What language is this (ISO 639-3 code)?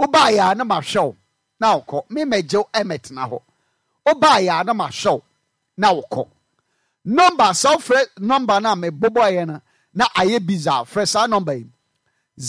aka